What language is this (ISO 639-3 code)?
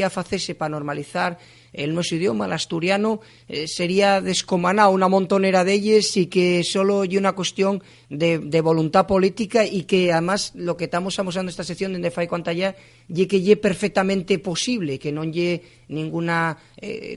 ast